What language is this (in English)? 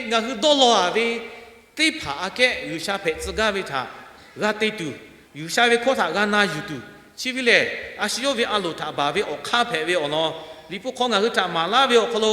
Lahu